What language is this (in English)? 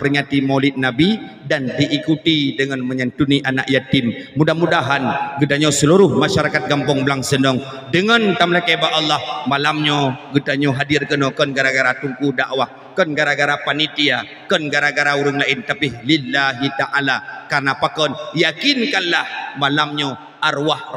Achinese